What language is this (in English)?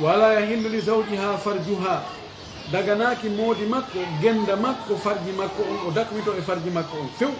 Fula